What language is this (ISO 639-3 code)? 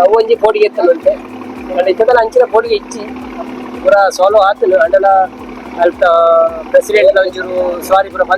tcy